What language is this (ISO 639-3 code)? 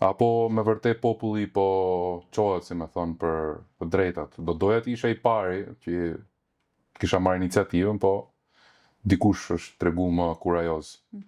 sqi